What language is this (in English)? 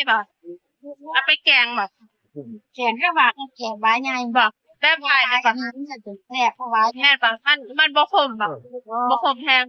Northeastern Thai